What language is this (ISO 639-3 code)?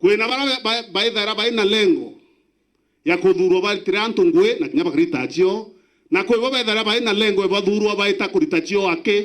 mer